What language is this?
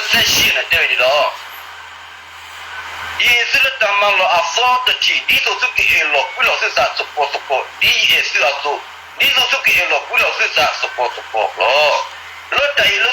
S'gaw Karen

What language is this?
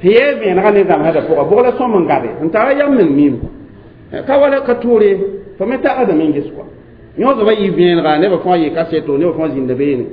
Mossi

